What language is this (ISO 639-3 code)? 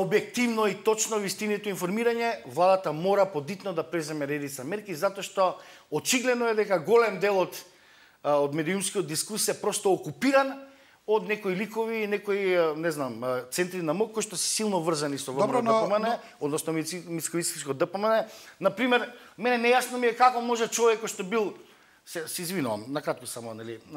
mkd